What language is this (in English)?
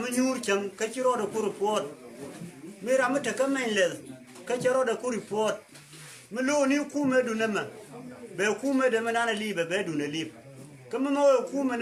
Nuer